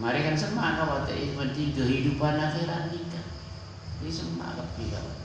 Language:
Madurese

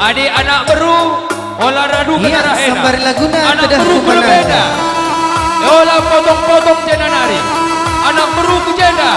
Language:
Batak Karo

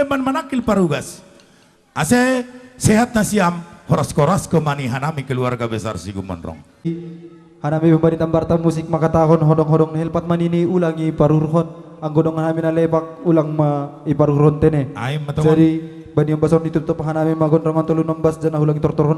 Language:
Batak Simalungun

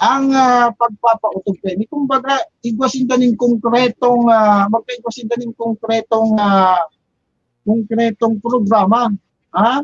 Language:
Bikol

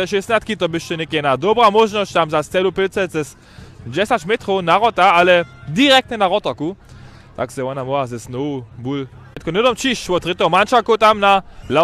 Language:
Upper Sorbian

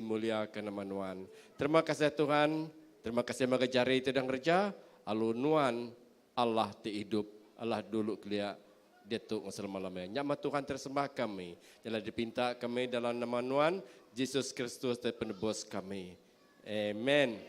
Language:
Iban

